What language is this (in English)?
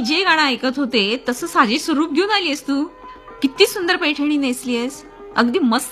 Marathi